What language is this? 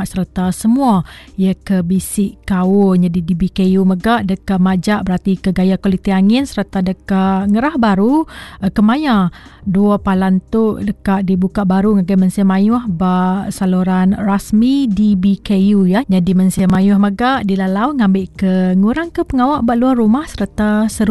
Iban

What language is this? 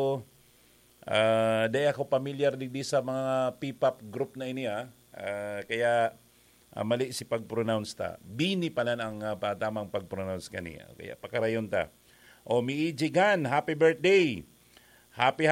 Bikol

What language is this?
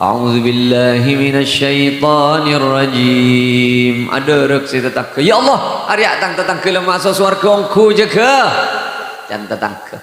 Madurese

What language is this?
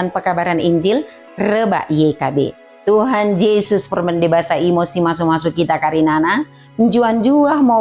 Batak Dairi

